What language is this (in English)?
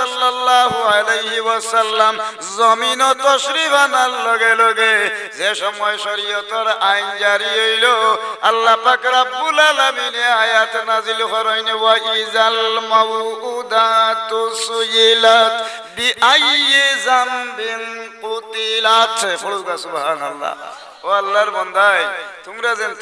Sylheti